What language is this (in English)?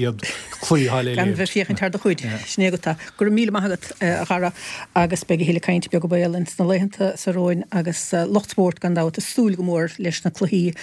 Irish